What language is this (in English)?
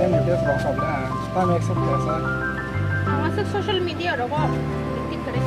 Kok Borok